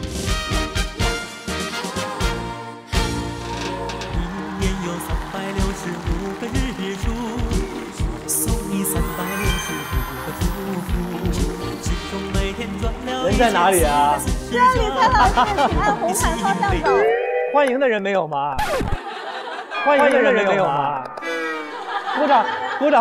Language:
Chinese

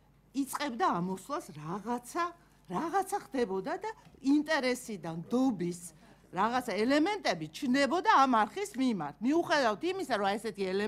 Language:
Georgian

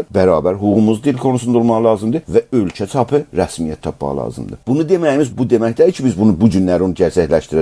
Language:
South Azerbaijani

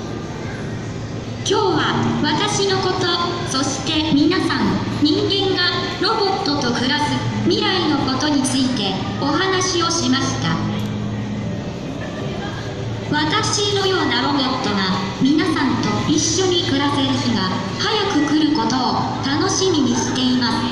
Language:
Japanese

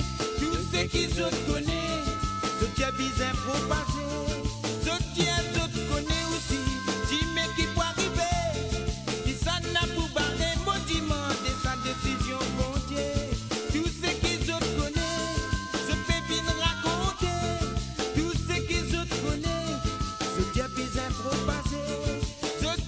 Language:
Morisyen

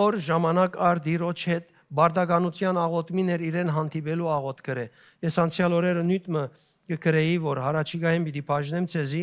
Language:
Western Armenian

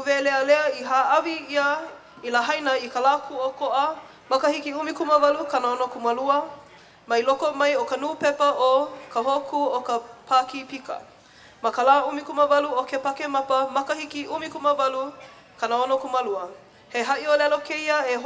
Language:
Hawaiian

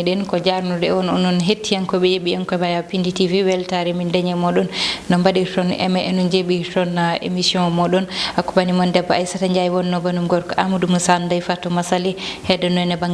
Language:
Fula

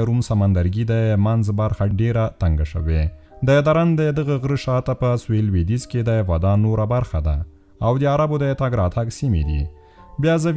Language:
Pashto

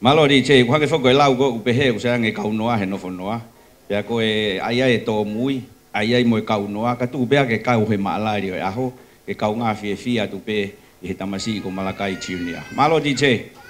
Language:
Tongan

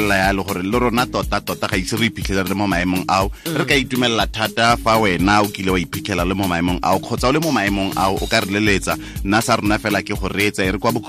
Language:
Tswana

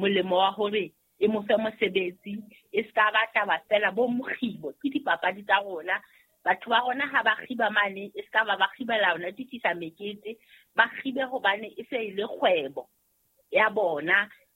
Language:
Southern Sotho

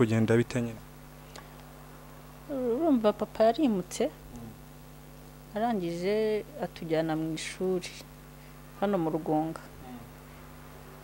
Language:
Kinyarwanda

